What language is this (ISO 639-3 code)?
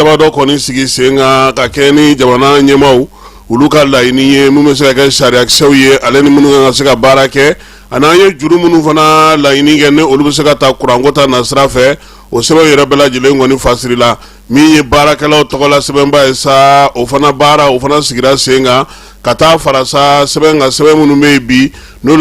bam